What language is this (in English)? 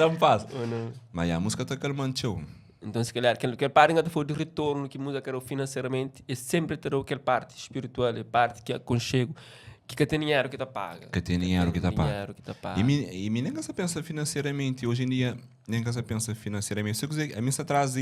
Kabuverdianu